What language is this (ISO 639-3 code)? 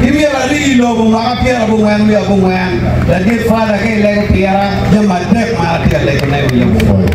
ach